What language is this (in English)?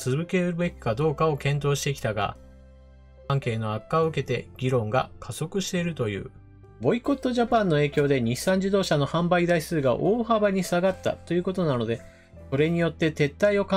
Japanese